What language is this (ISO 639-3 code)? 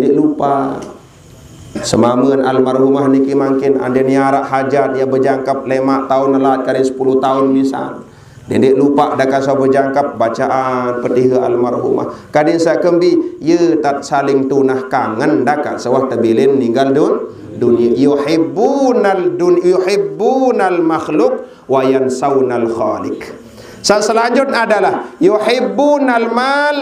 sas